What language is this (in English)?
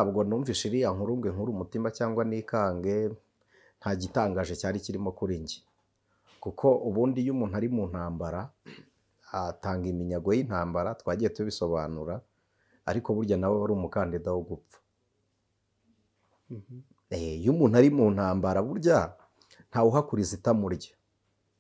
Kinyarwanda